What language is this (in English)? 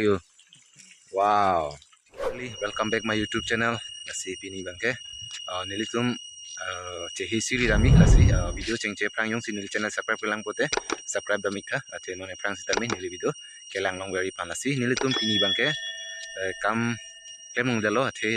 Karbi